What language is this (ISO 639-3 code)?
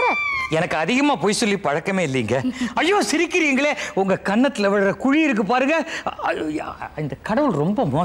tam